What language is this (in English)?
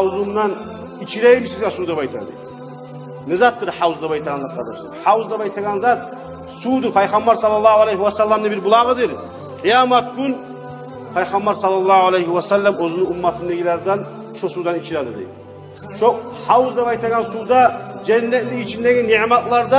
Kumyk